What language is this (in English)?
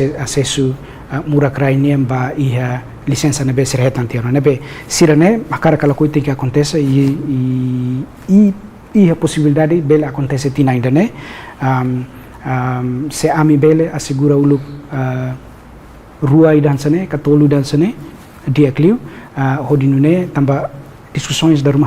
Tetum